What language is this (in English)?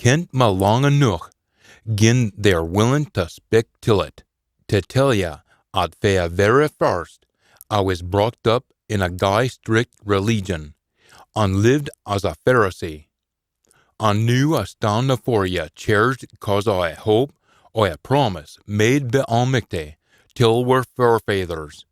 Scots